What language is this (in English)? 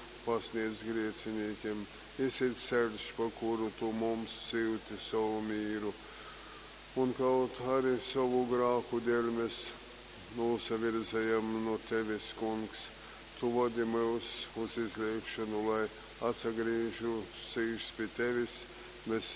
Latgalian